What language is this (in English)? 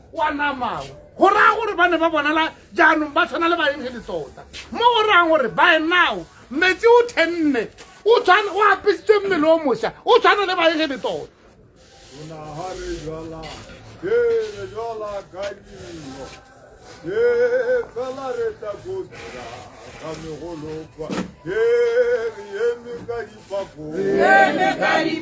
Tswana